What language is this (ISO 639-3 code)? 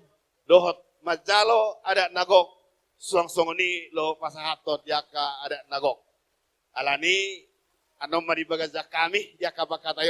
bbc